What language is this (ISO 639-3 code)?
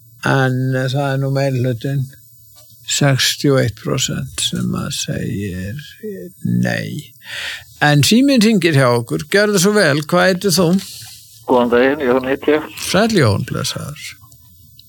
isl